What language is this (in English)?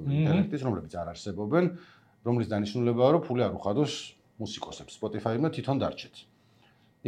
Georgian